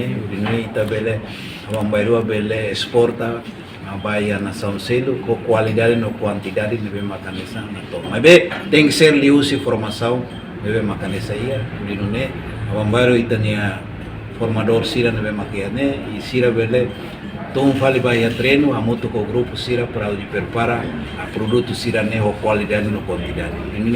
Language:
Tetum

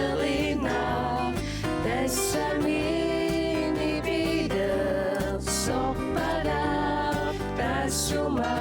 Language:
Kalaallisut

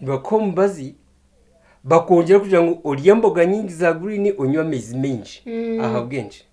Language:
Nyankole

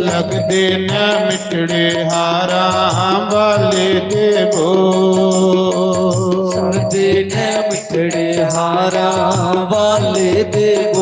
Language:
Dogri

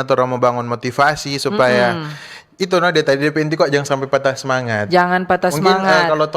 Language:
Manado Malay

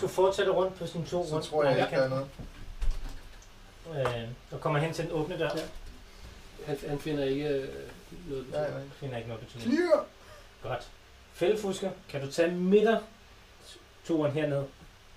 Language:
Danish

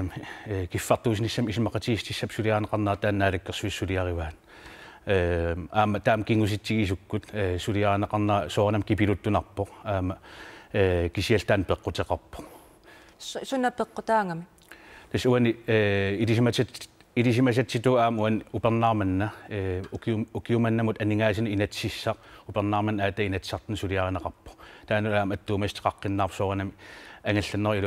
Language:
Kalaallisut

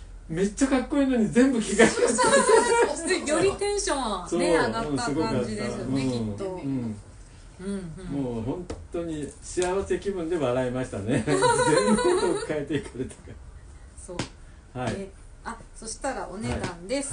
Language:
Japanese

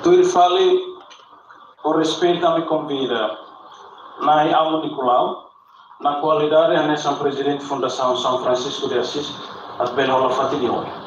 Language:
Tetum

